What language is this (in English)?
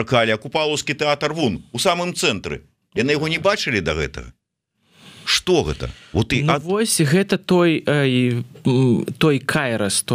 Belarusian